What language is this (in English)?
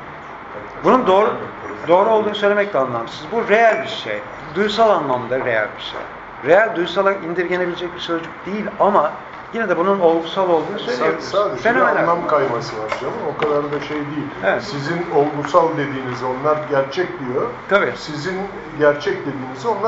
Turkish